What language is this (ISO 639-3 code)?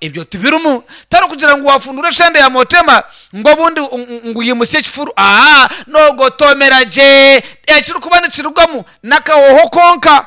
nyn